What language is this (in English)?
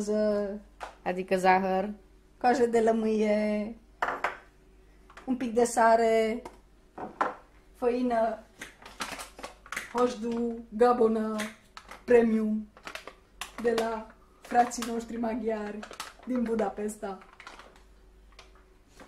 Romanian